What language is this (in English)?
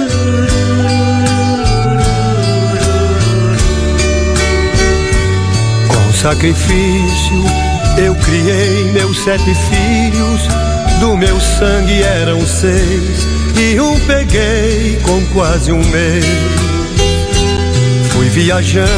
Portuguese